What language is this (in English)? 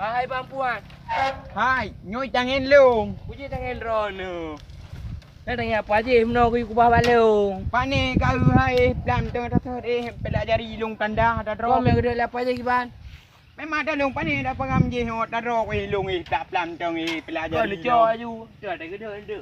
Achinese